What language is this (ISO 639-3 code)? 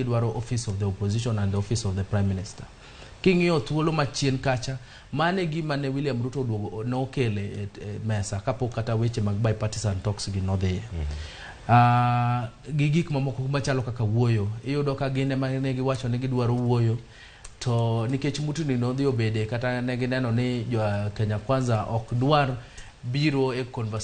luo